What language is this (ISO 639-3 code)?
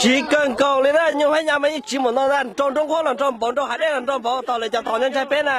hmn